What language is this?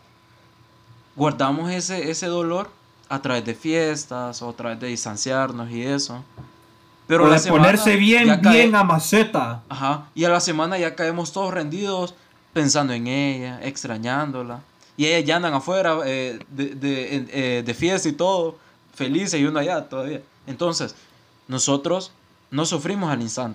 Spanish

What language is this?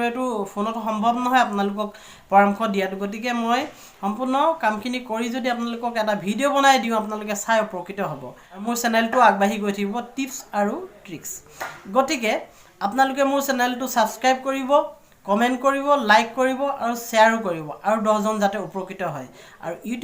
Assamese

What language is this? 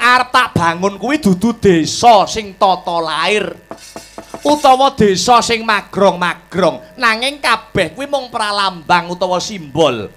Javanese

